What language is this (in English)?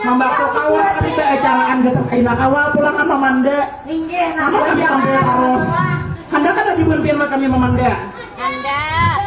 Banjar